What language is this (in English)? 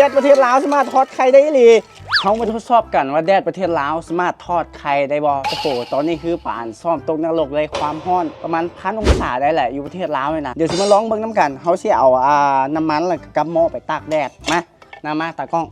Lao